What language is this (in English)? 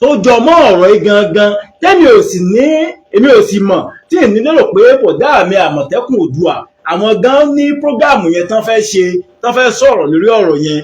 Yoruba